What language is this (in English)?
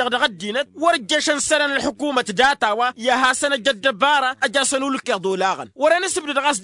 Tamasheq